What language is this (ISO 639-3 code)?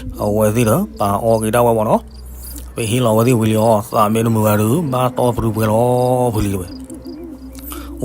ksw